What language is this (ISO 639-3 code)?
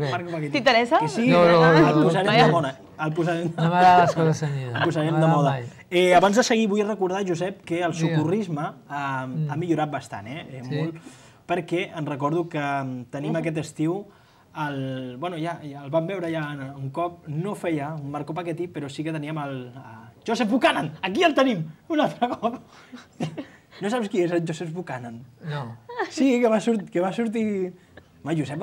cat